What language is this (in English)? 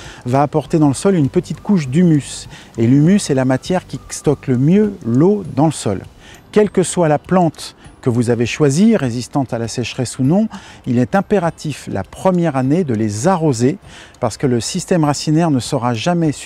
French